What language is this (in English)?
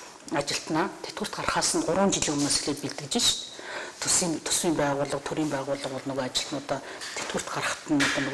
Mongolian